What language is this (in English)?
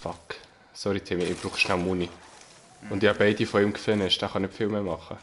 Swiss German